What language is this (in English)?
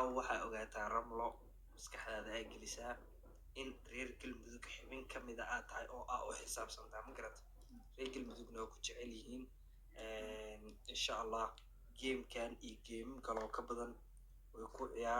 Somali